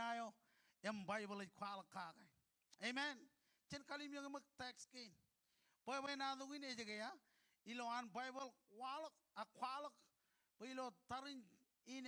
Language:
Marshallese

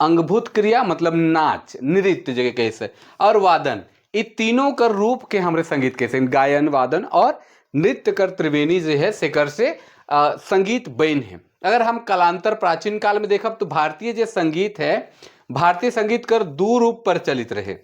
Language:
Sadri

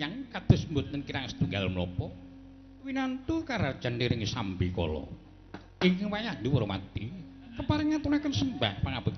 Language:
Javanese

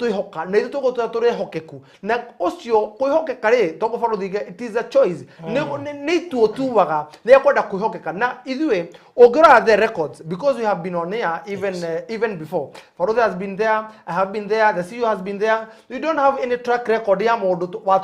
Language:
Kikuyu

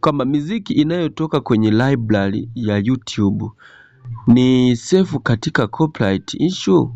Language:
Swahili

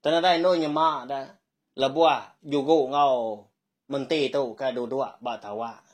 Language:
Iban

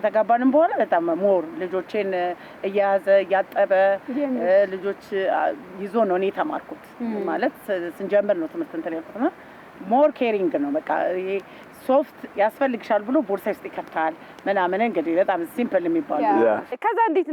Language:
Amharic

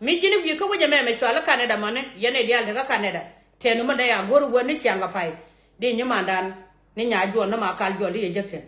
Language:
Nuer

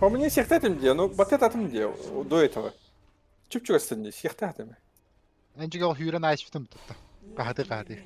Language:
Yakut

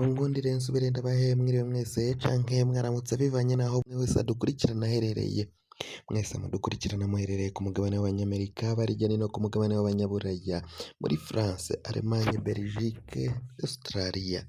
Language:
Rundi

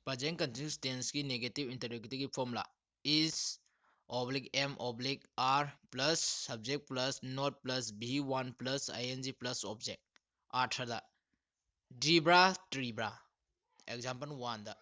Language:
Manipuri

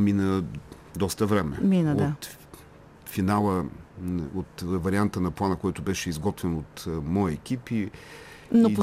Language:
Bulgarian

